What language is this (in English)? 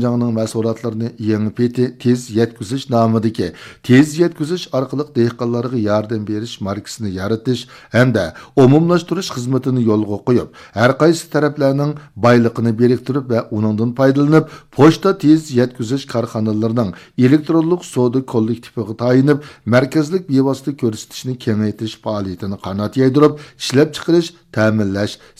Uyghur